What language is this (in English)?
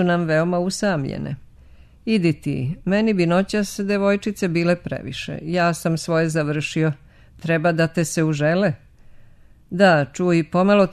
Serbian